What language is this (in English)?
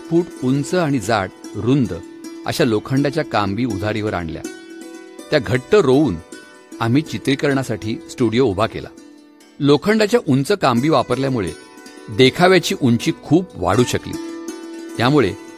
Marathi